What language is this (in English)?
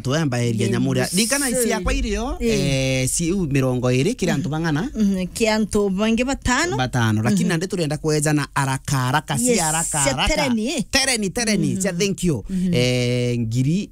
Meru